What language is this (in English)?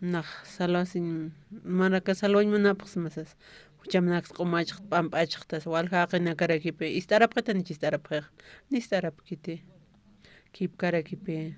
Aymara